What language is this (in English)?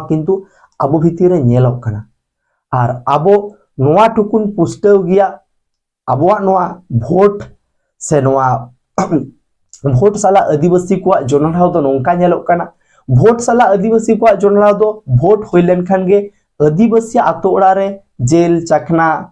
Santali